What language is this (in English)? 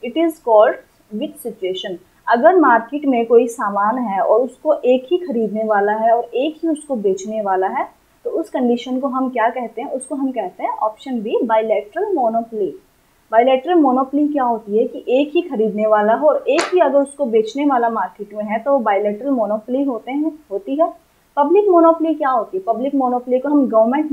Hindi